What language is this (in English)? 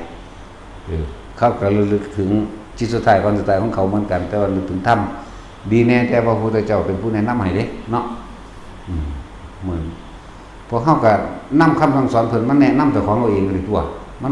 Northeastern Thai